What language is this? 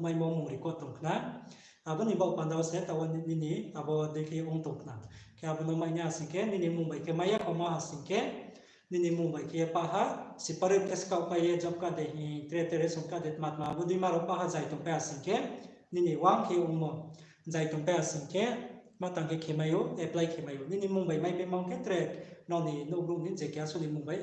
Riang (India)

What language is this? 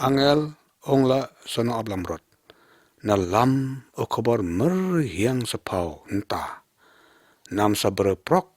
Lyngngam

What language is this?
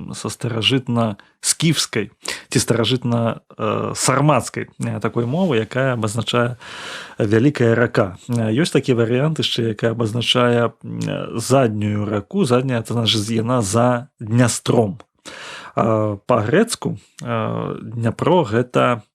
Belarusian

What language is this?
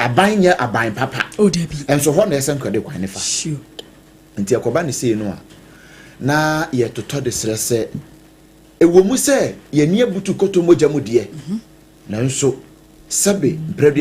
Akan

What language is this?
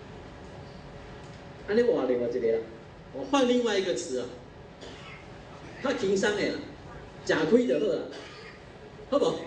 Min Nan Chinese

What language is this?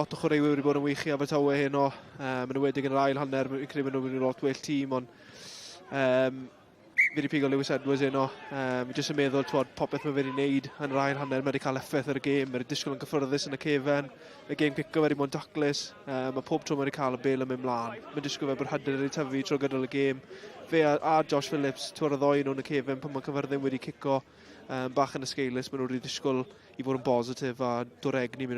Welsh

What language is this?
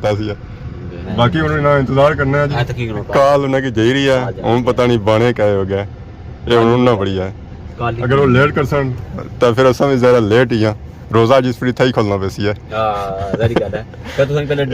Pahari-Potwari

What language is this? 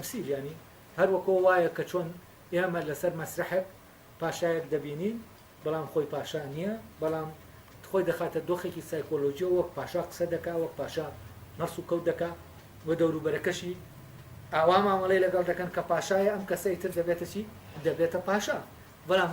Central Kurdish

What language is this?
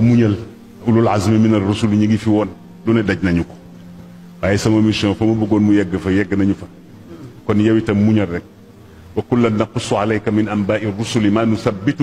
Wolof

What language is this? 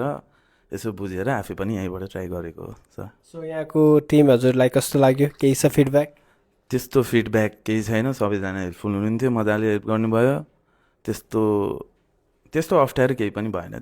Nepali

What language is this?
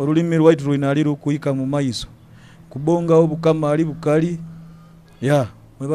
Nyoro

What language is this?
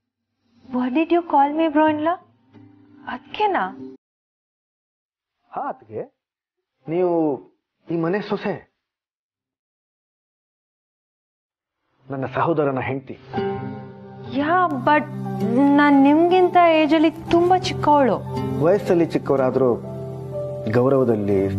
Kannada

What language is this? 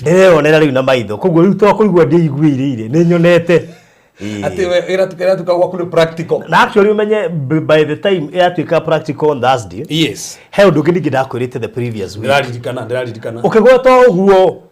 Kikuyu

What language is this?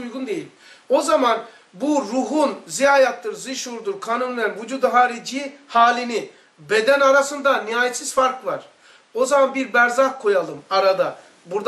Turkish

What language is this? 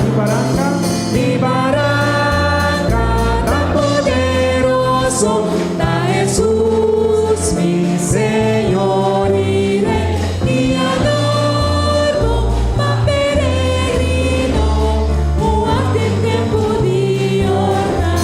Papiamento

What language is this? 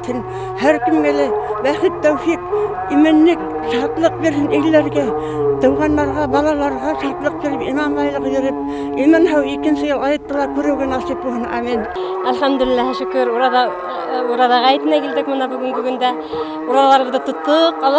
Bashkir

